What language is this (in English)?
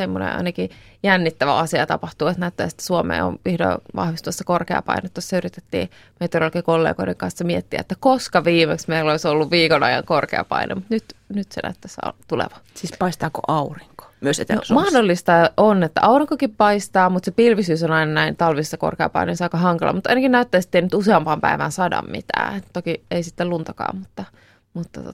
Finnish